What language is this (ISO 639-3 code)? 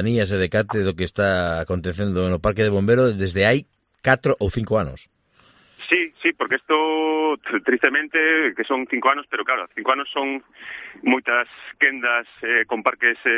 glg